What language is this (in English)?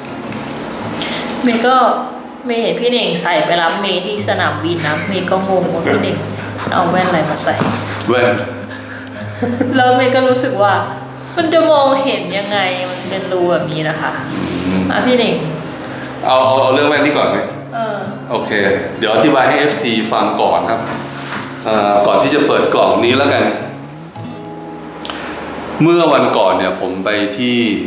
Thai